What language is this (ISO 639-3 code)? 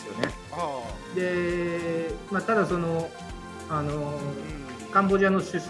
jpn